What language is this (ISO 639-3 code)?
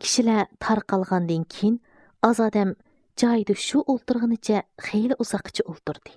uig